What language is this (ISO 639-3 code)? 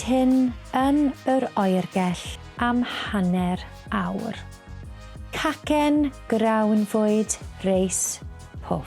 cym